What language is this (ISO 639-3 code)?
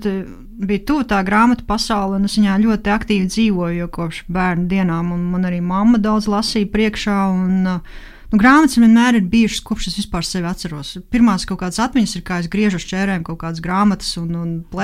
lav